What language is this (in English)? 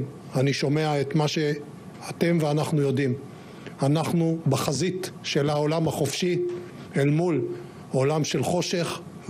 Hebrew